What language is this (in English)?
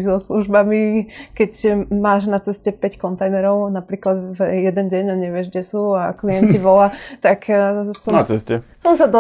Slovak